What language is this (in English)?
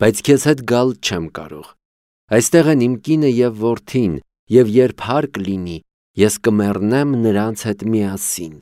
Armenian